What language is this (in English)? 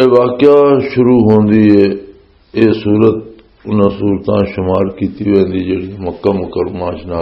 Western Panjabi